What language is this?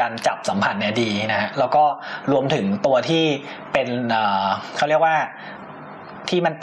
Thai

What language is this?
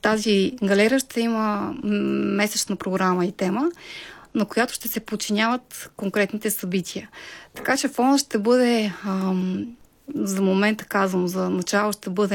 Bulgarian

